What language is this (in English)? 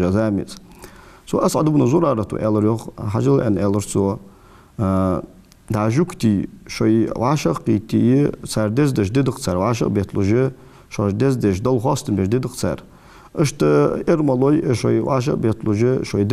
Ingush